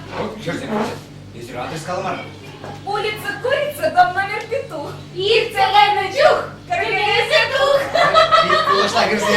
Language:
Chuvash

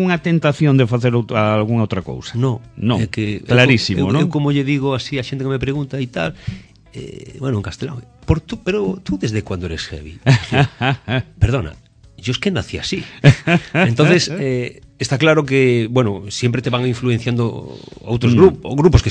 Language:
Galician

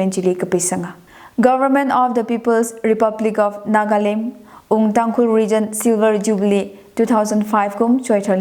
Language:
Tangkhul Naga (India)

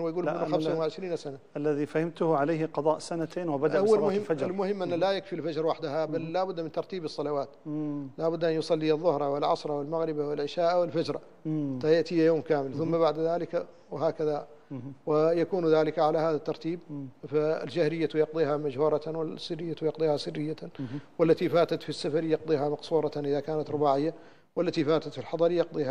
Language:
Arabic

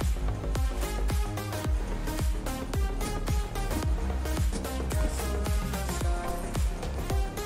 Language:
Indonesian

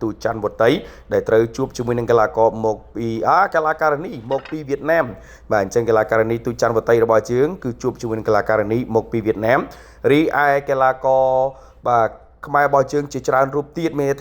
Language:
Khmer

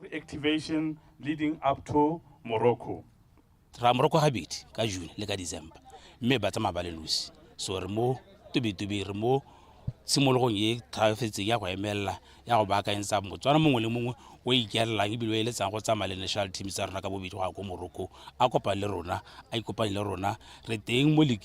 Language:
Tswana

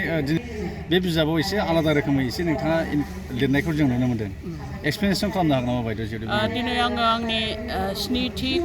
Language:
Bodo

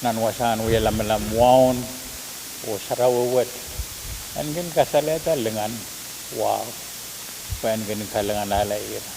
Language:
Pohnpeian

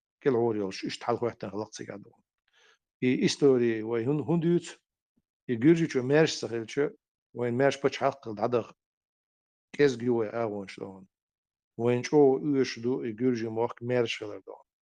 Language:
Chechen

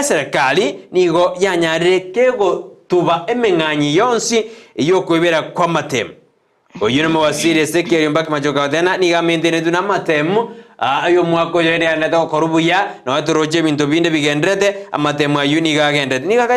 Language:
Gusii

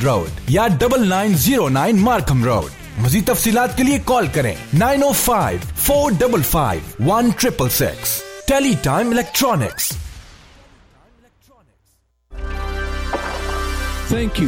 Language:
Punjabi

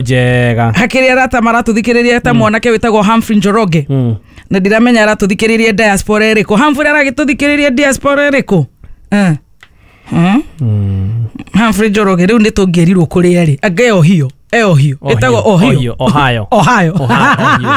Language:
Kikuyu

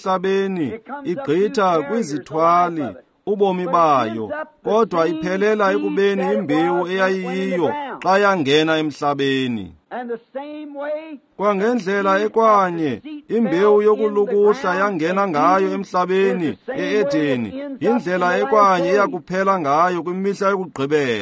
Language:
Xhosa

